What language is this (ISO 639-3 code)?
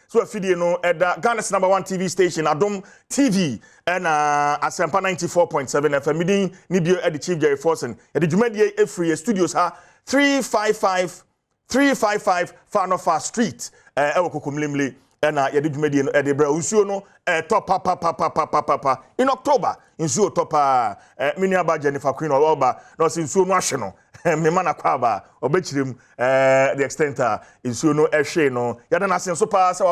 aka